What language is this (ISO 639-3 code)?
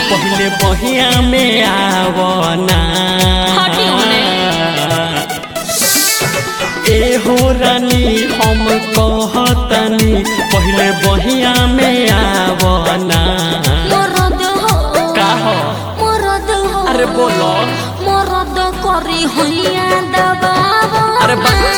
bho